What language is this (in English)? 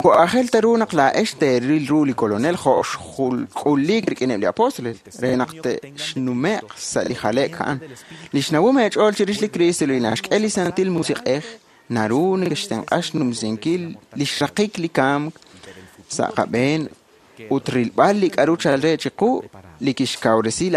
Kekchí